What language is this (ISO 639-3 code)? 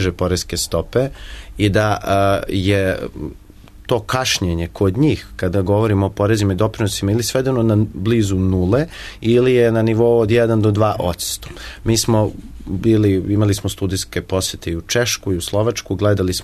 srp